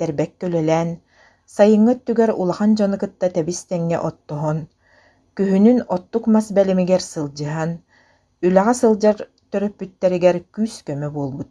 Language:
Yakut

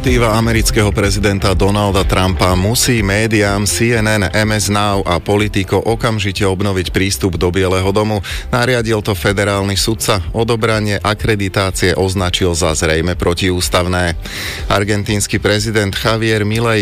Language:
Slovak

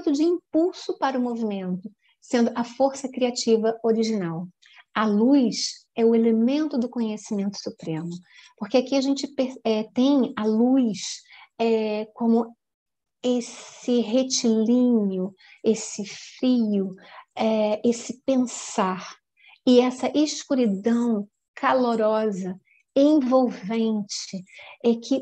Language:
Portuguese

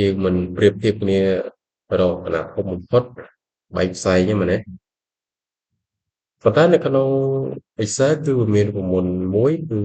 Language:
Khmer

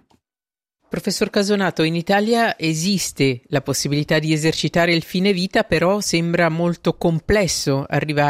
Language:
Italian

